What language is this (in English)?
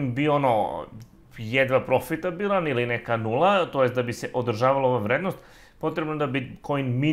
Serbian